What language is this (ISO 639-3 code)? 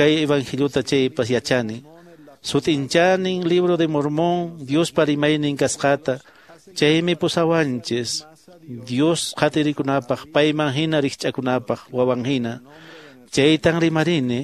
que